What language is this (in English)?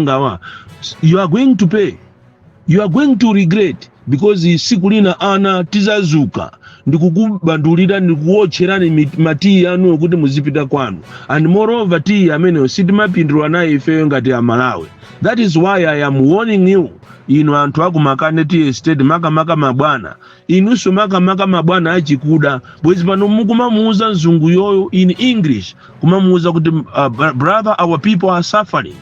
Nyanja